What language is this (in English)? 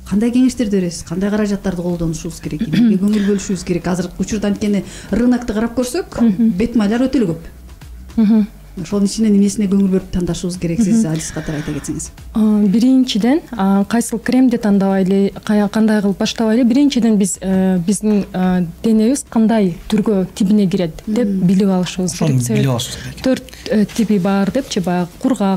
Kyrgyz